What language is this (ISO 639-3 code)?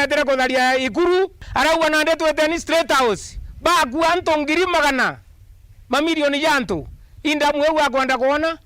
mer